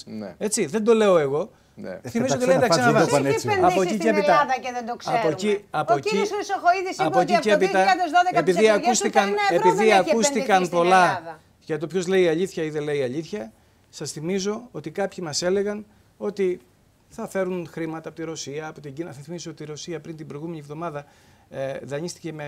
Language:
Greek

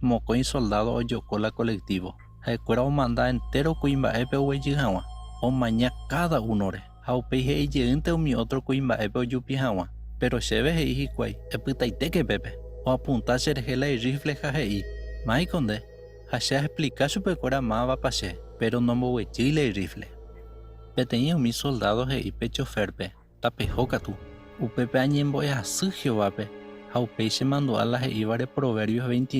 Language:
Guarani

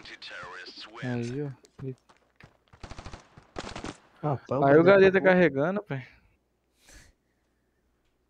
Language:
Portuguese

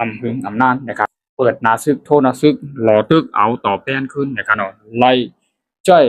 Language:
Shan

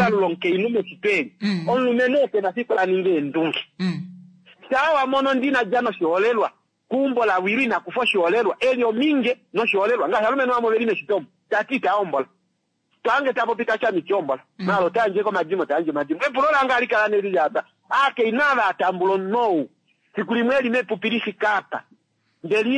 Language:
Kuanyama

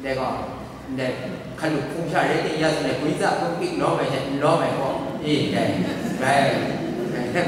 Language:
Kachin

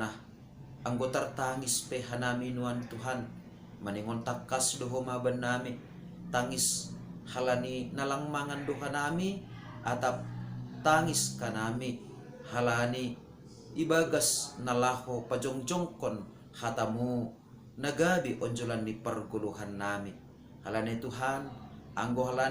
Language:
Batak Simalungun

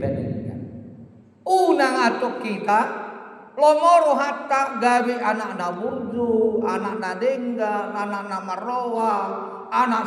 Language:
Batak Toba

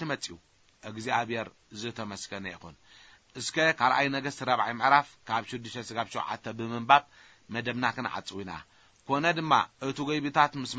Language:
Tigrinya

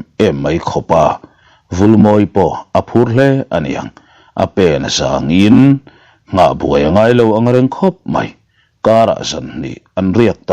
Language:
Mizo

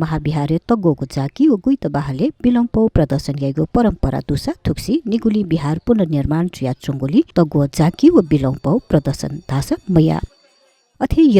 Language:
Newari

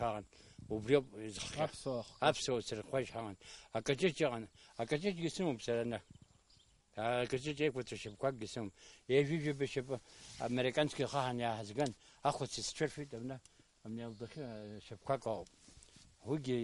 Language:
Abkhazian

